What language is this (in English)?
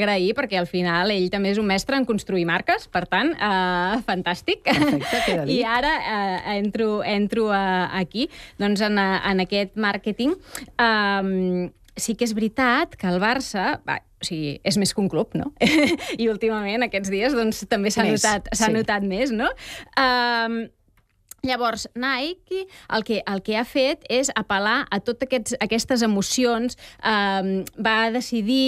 Catalan